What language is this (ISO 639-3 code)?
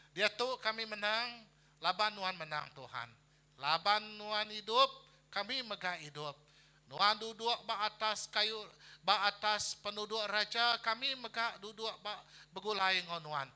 iba